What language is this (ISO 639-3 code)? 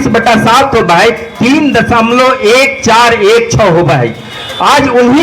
mag